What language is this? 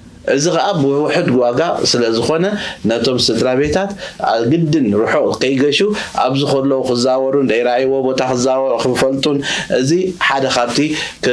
Tigrinya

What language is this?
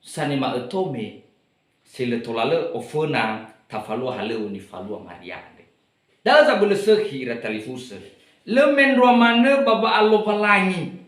Nias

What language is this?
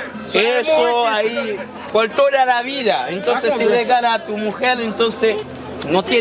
Haitian Creole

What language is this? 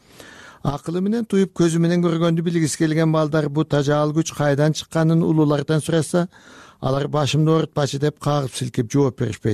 Kyrgyz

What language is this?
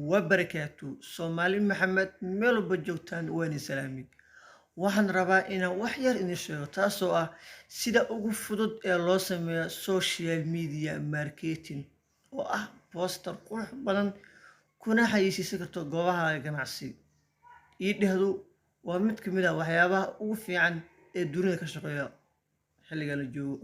Somali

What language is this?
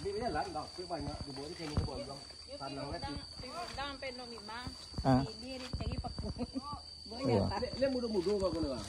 Minangkabau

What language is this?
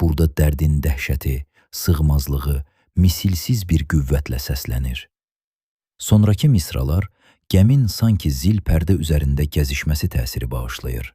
Azerbaijani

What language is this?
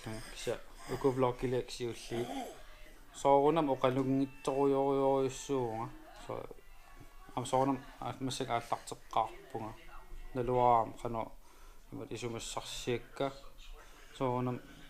Kalaallisut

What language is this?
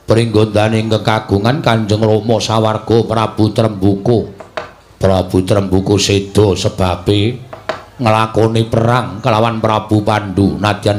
Javanese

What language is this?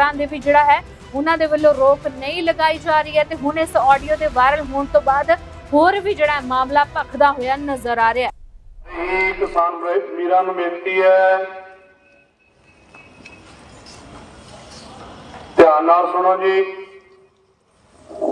Punjabi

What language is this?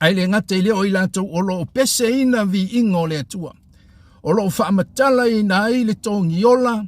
Samoan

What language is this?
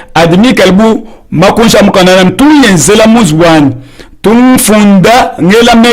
Luba-Lulua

